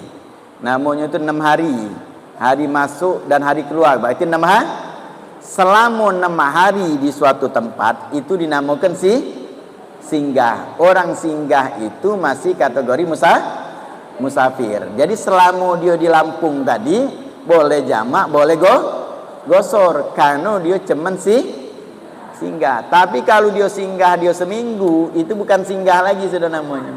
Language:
Musi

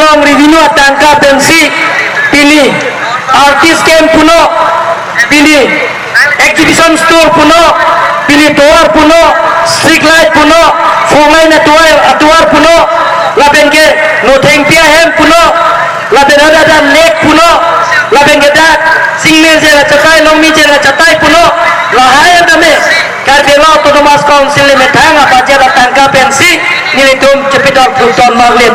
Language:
Karbi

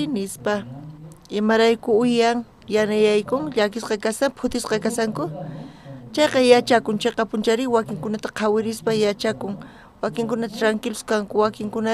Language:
South Bolivian Quechua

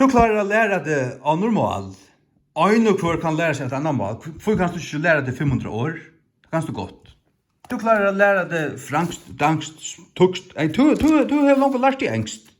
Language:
Faroese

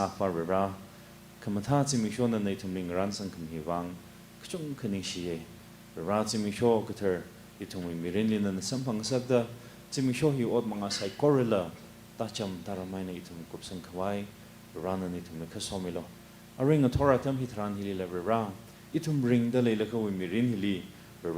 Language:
Tangkhul Naga (India)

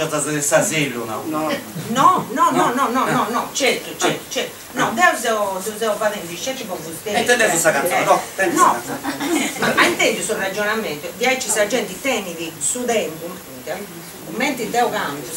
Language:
Sardinian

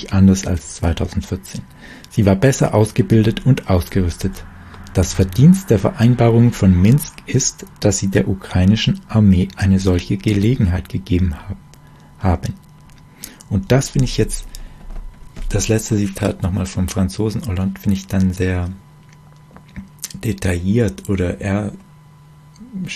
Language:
German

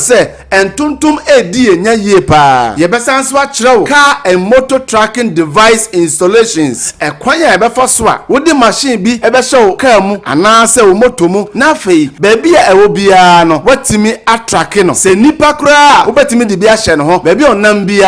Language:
Akan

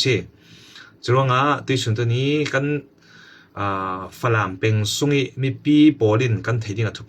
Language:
Falam Chin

